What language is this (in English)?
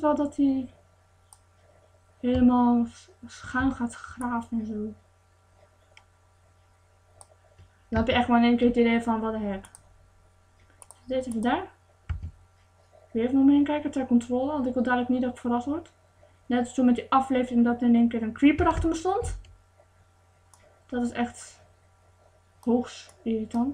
Dutch